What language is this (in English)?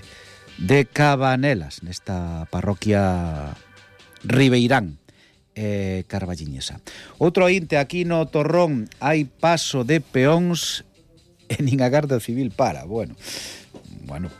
Galician